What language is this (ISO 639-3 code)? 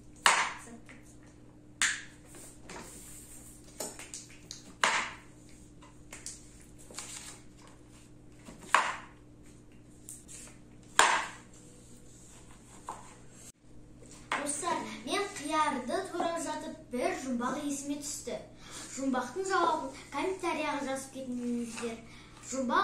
kaz